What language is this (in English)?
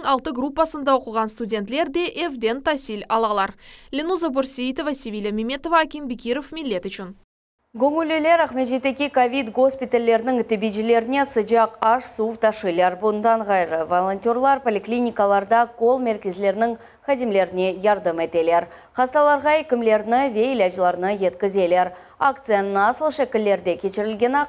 Crimean Tatar